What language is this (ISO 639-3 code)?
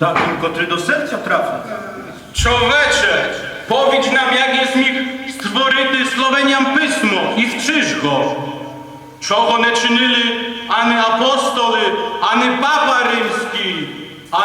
rue